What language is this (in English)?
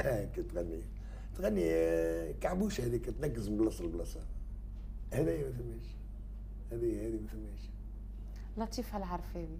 Tunisian Arabic